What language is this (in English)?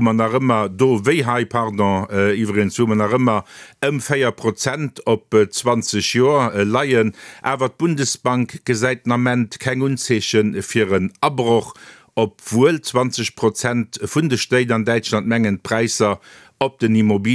Luxembourgish